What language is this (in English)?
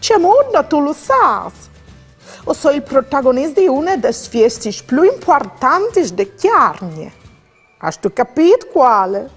Friulian